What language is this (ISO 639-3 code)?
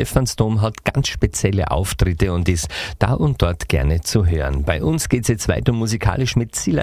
deu